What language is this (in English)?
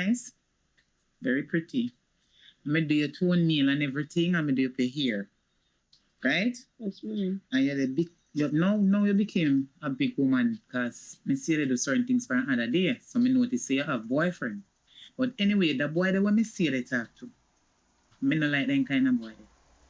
Jamaican Creole English